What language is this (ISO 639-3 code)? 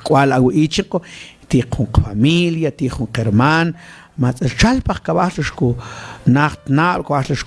mam